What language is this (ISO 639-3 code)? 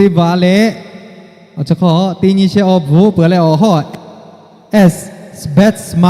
lhu